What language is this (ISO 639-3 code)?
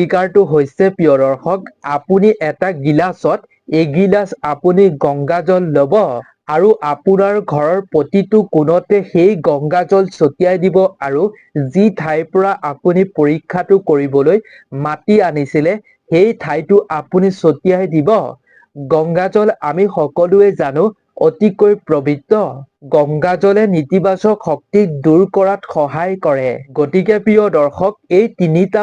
asm